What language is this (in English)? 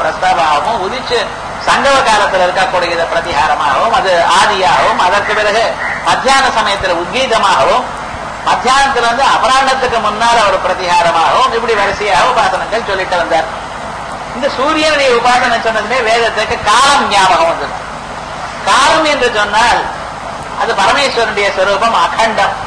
Tamil